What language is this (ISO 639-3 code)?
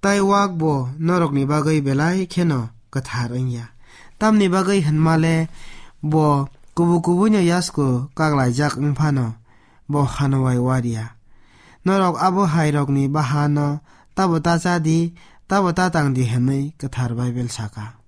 trp